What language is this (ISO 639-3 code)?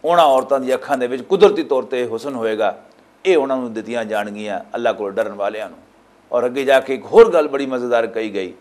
lah